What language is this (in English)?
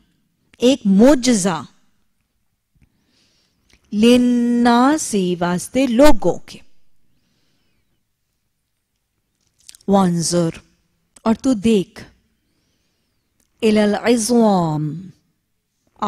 Urdu